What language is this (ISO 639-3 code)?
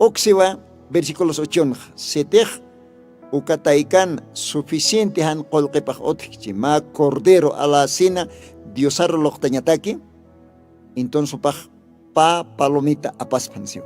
aym